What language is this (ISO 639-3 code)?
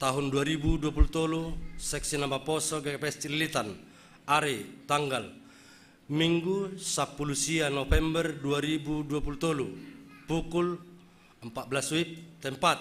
bts